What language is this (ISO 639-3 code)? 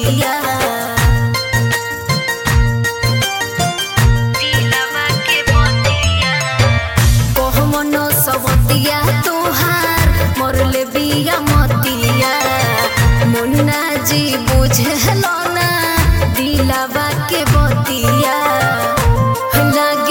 bho